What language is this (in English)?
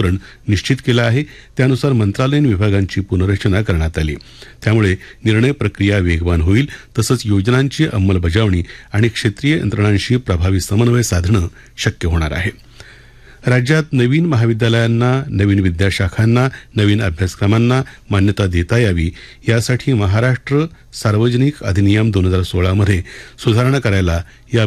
Marathi